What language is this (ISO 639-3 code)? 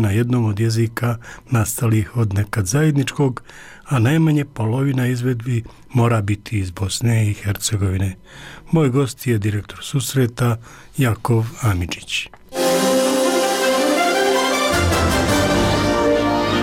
bos